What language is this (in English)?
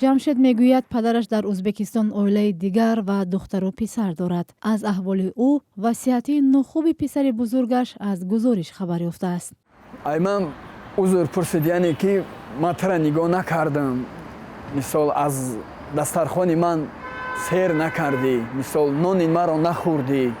Tajik